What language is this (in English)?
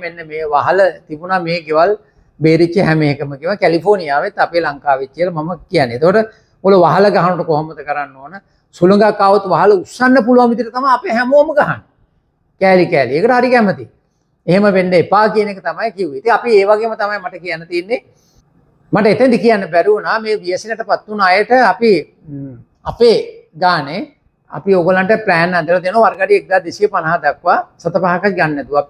Sinhala